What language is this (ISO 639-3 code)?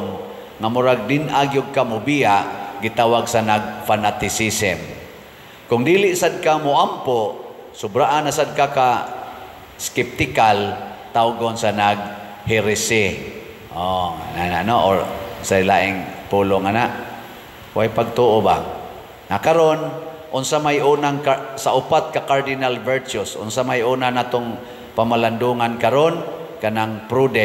ceb